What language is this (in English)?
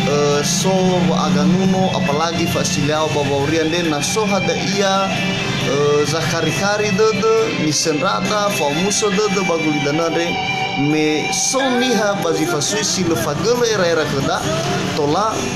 Nias